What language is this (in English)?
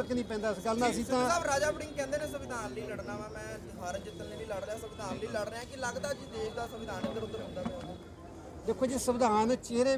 Punjabi